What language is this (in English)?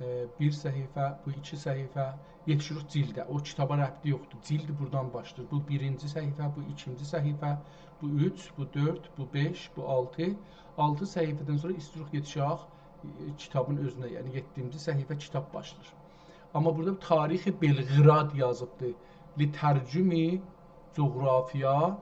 South Azerbaijani